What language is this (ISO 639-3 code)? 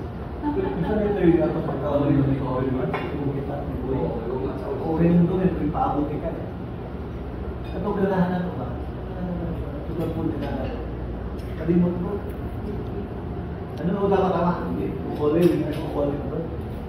kor